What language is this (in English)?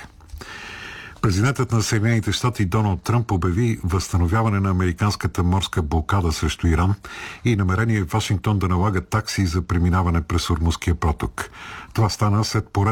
Bulgarian